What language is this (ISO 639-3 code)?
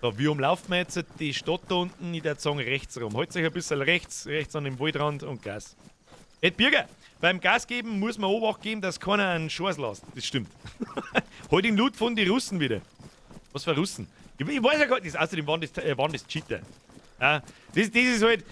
bar